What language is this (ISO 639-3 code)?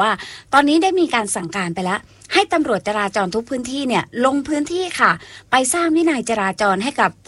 tha